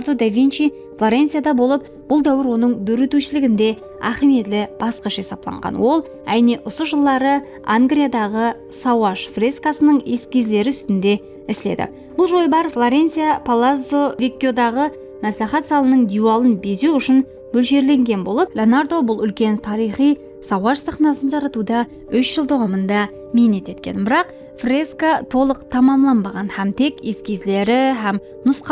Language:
Kara-Kalpak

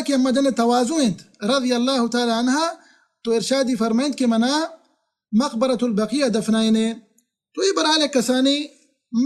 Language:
Baluchi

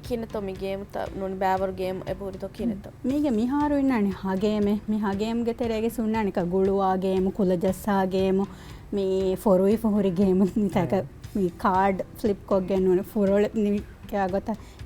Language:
Divehi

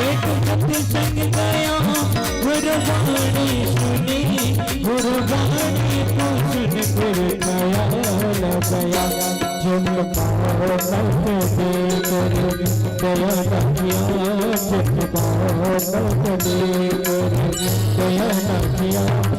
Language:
Chhattisgarhi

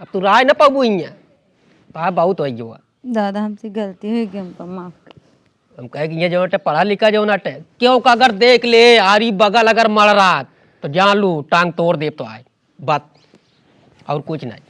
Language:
Awadhi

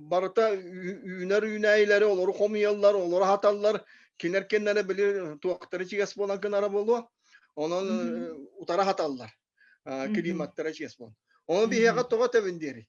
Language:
Yakut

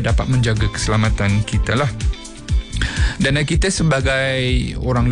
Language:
Malay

